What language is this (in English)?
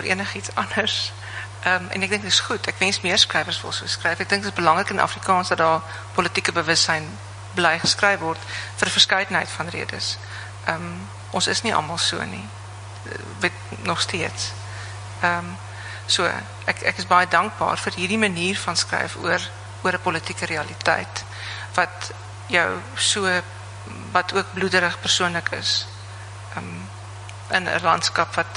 Afrikaans